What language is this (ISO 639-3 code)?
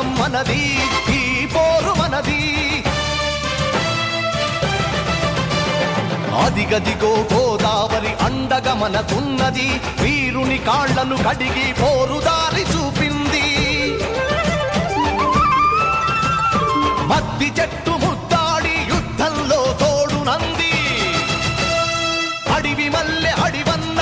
tel